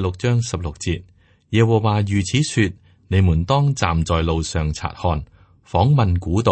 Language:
Cantonese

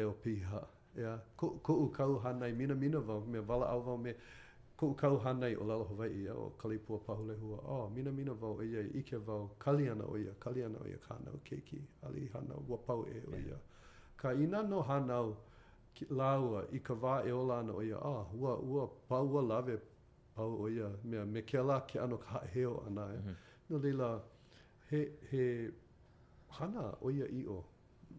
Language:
Hawaiian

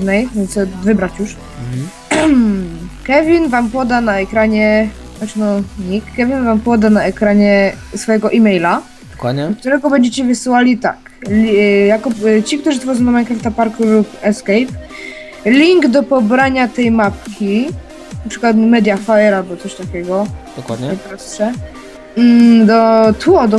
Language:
Polish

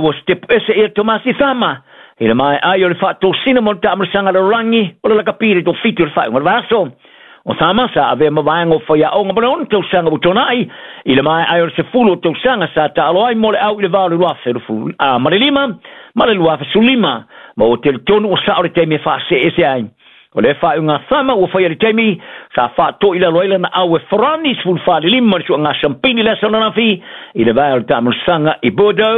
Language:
Samoan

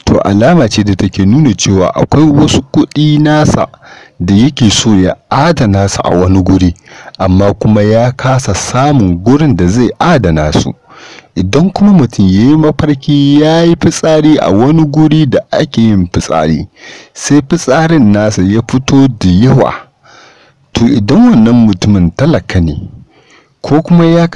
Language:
Hausa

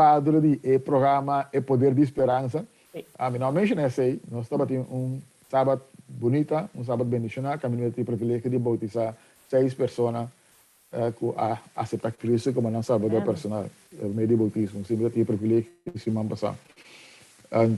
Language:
Papiamento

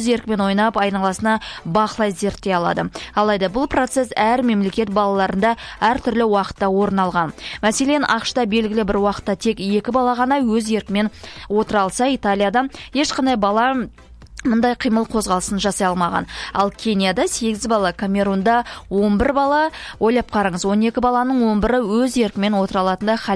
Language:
Kazakh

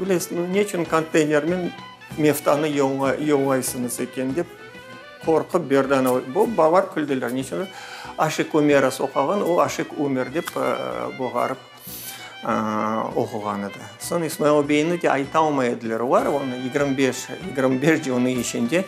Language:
Crimean Tatar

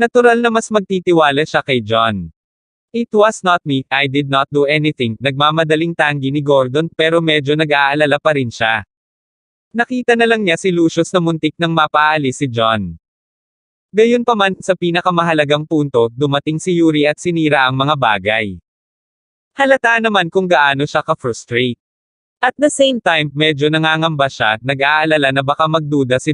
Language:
Filipino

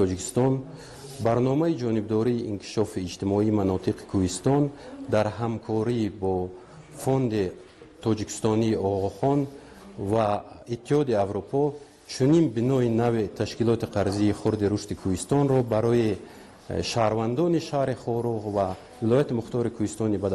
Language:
Tajik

